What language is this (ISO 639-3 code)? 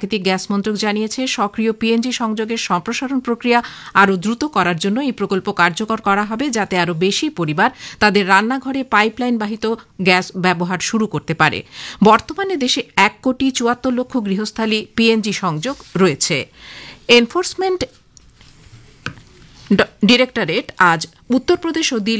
ben